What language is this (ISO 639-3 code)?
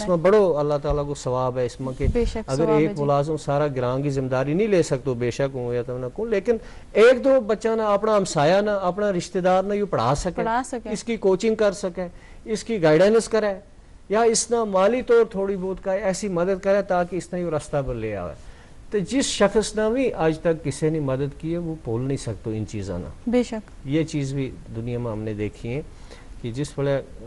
gju